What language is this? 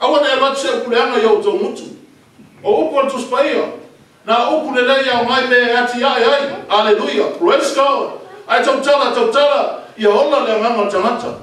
Samoan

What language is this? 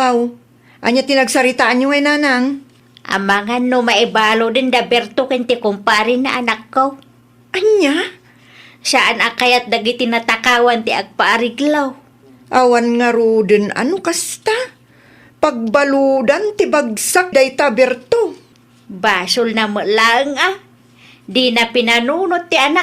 Iloko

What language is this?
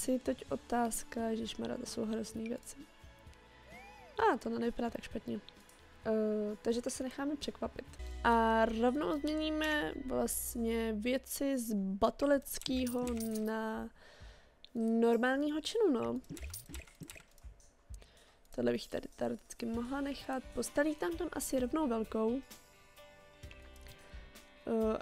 Czech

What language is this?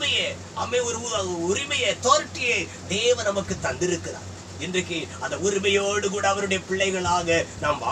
Tamil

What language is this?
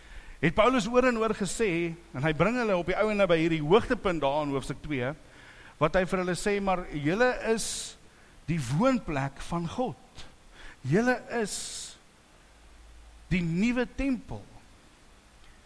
Afrikaans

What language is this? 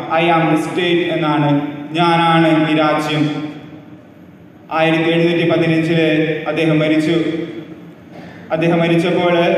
Malayalam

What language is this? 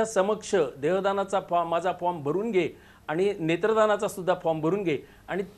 Marathi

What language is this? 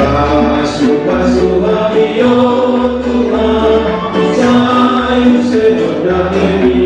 Batak Toba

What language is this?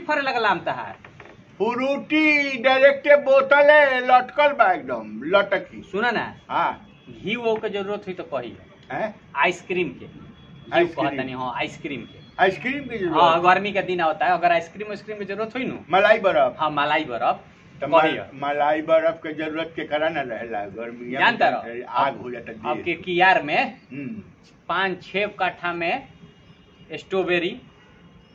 Bhojpuri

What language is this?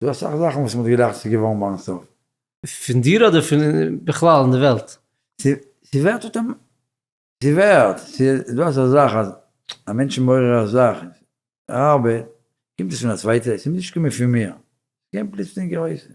Yiddish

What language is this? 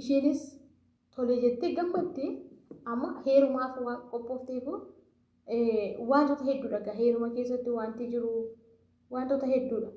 Oromo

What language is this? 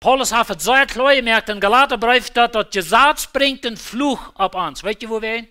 Plautdietsch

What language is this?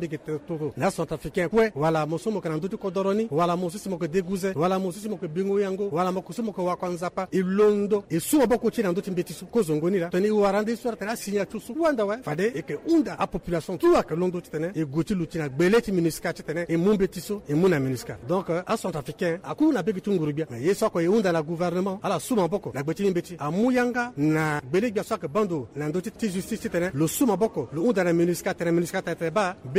Sango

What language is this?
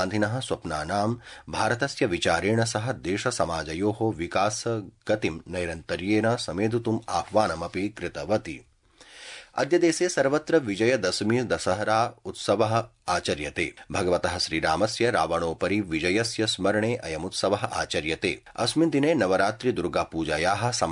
Sanskrit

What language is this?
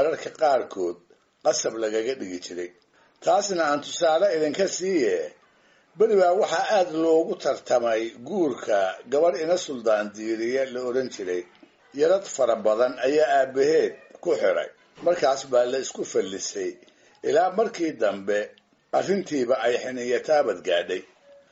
Somali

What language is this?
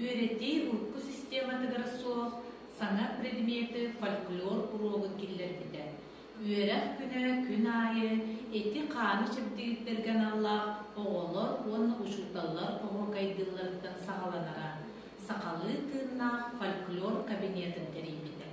Yakut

